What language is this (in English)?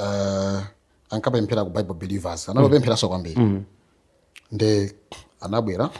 Nyanja